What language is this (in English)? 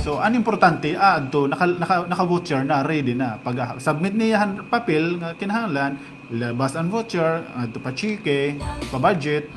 Waray